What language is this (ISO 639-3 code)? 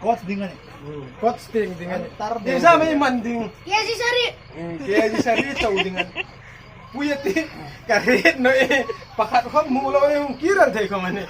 hmr